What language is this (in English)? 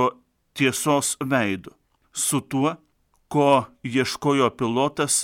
Lithuanian